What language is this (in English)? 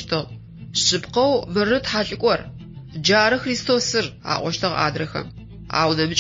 Adyghe